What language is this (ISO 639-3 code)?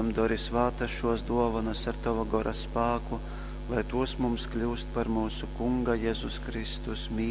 ltg